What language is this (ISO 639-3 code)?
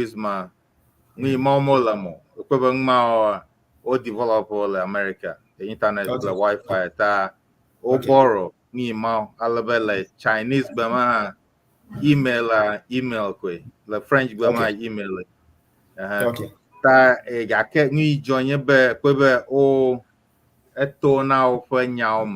ewe